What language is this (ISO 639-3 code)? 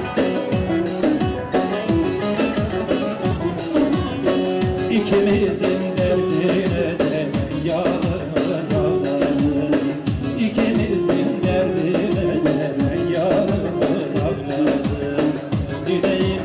tur